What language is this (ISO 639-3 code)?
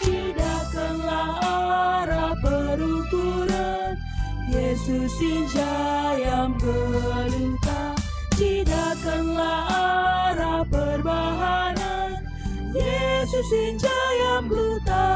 btx